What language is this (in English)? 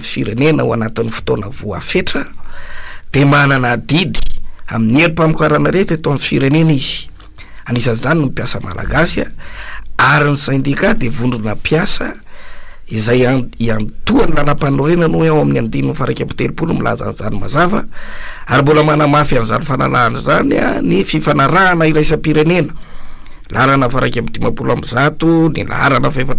Malagasy